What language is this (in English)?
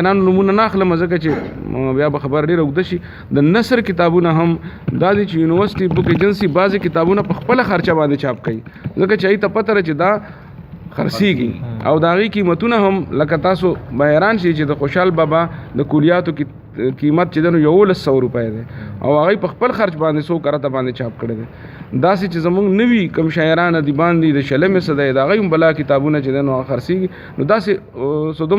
Pashto